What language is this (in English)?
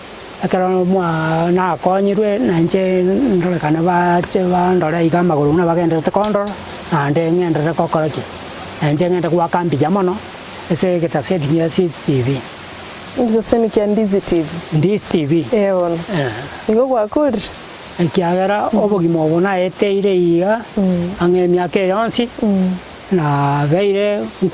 Gusii